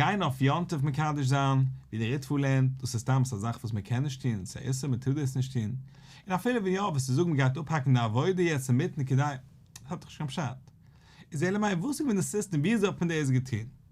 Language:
Yiddish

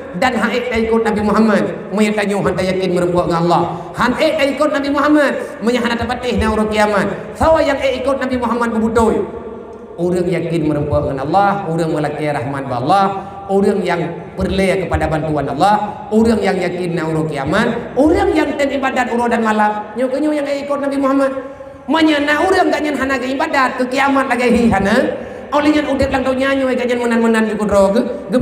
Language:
Achinese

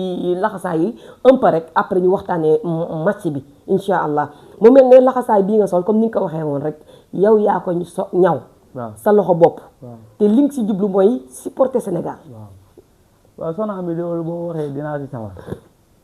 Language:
Wolof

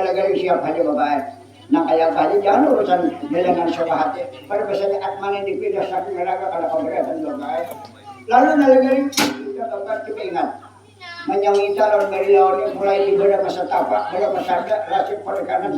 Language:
Banjar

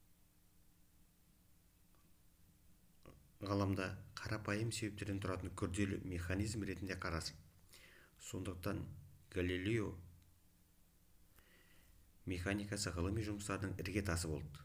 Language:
Kazakh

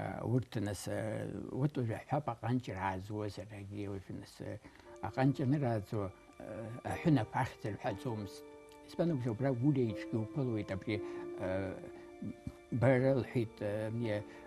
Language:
Abkhazian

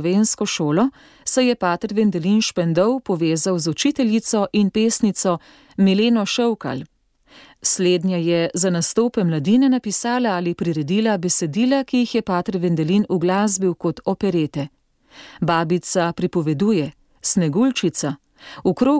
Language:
Slovenian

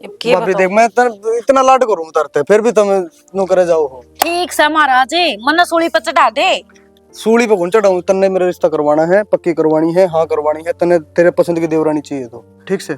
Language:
Haryanvi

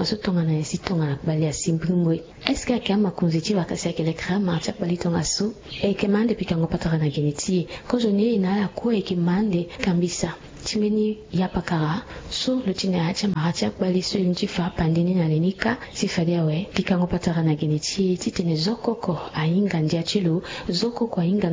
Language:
Sango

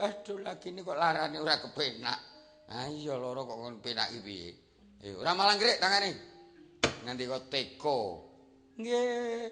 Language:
Javanese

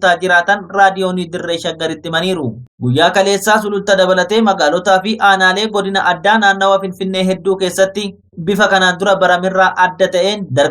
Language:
Oromo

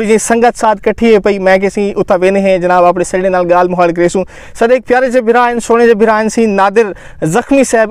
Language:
Saraiki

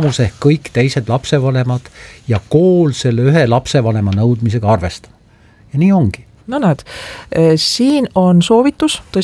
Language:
Estonian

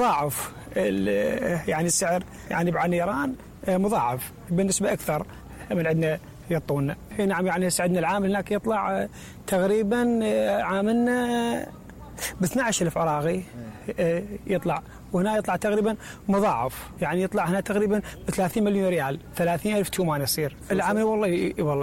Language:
Mesopotamian Arabic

